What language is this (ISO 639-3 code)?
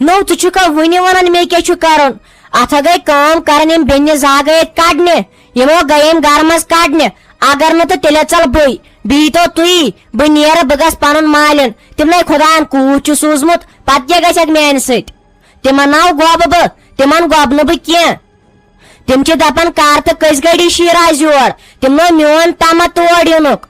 kas